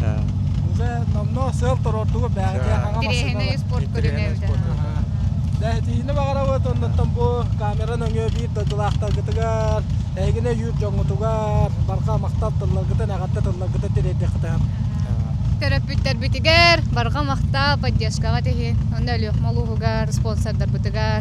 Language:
Yakut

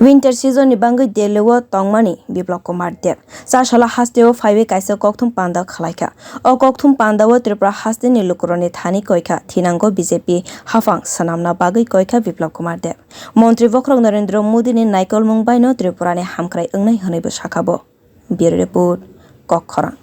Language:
Kok Borok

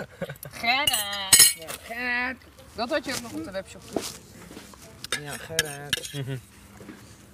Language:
Dutch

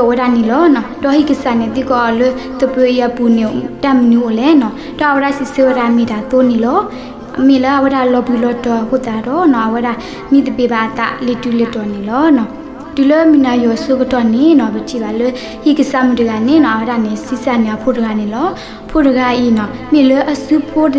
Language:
S'gaw Karen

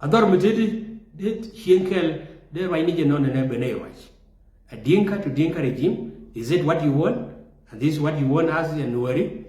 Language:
Nuer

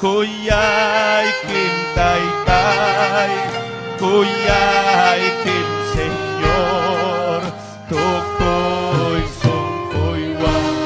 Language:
Ayacucho Quechua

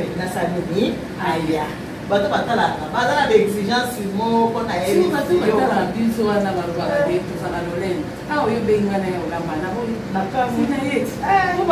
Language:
Lingala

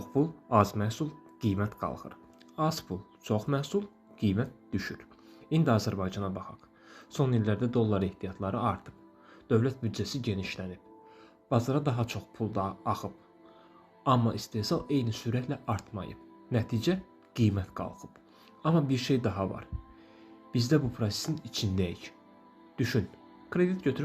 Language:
Azerbaijani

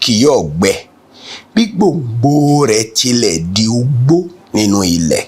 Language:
Yoruba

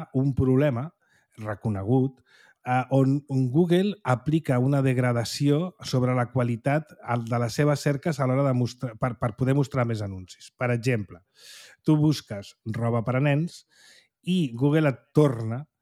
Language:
Catalan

